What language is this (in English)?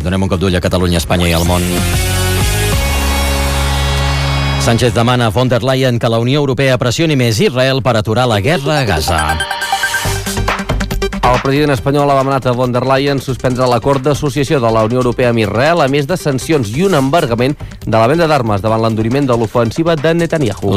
Catalan